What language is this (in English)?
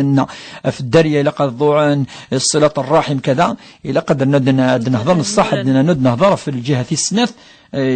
Kabyle